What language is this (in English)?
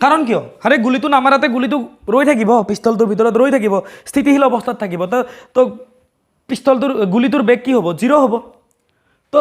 Assamese